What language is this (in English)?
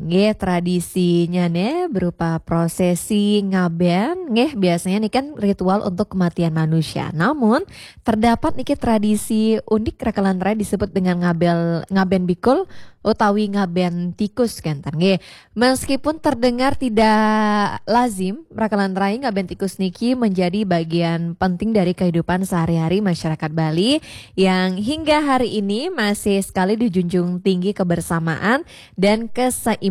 Balinese